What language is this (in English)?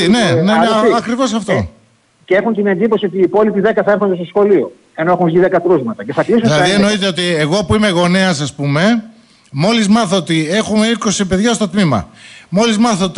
Greek